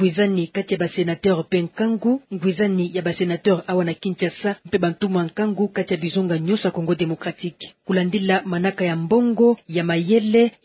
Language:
Kituba (Democratic Republic of Congo)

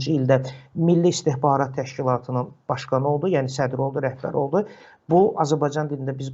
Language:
Azerbaijani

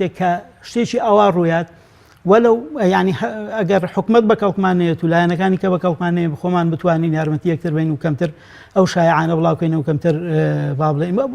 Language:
Central Kurdish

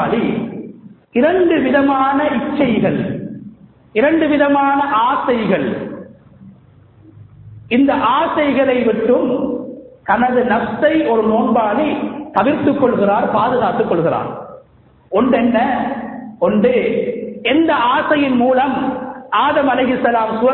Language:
Tamil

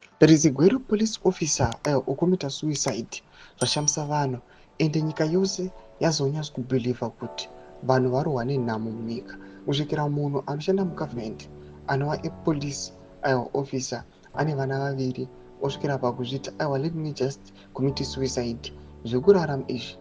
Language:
Shona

